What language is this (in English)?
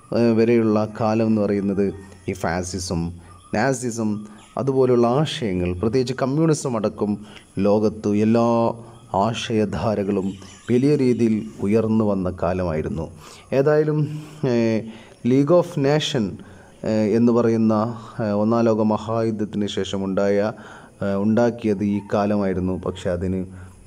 Malayalam